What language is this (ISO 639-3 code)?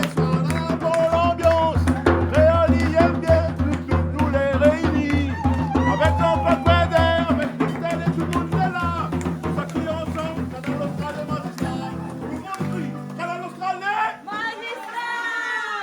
rcf